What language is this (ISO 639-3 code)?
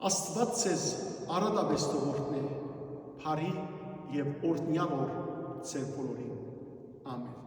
hyw